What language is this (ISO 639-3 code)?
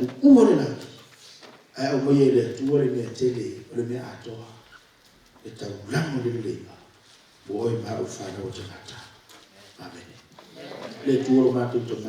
smo